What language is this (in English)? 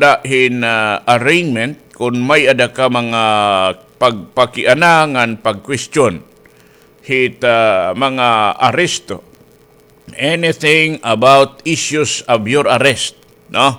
Waray